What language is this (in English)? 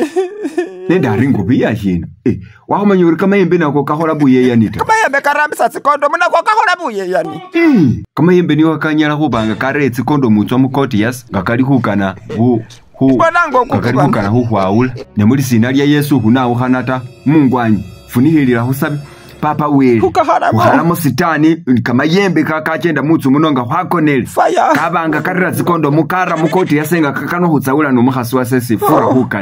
Masaaba